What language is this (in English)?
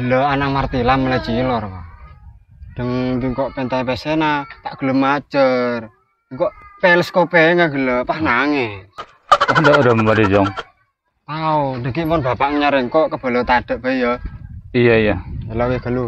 Madurese